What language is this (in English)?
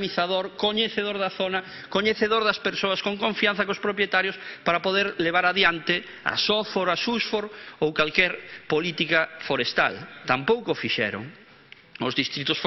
Galician